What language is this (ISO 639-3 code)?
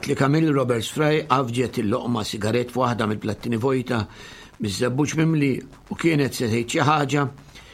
mlt